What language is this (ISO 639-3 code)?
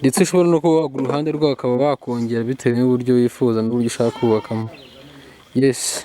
kin